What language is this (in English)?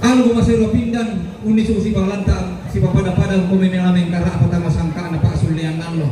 Toraja-Sa'dan